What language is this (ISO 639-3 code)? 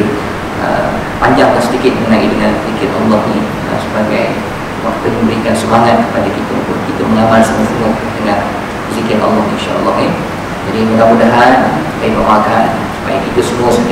msa